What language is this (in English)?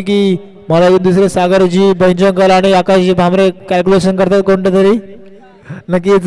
Marathi